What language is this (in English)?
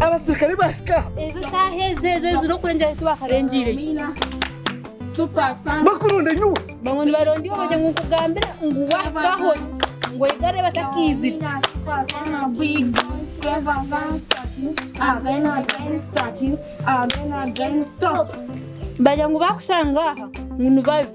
Nyankole